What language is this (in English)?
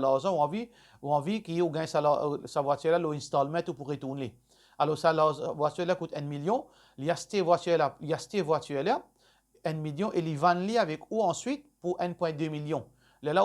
Morisyen